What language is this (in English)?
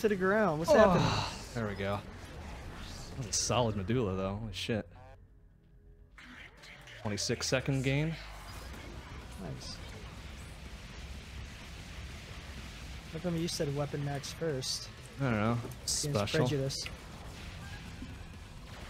English